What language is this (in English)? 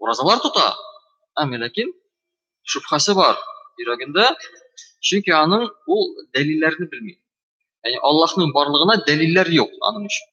Tatar